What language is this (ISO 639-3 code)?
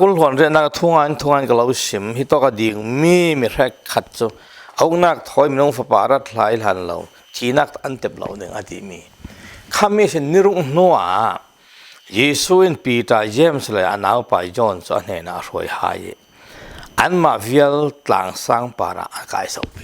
cfm